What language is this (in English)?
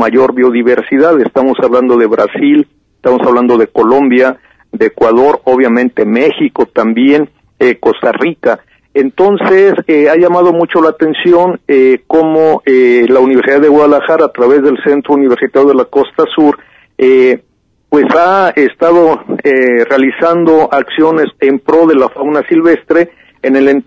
Spanish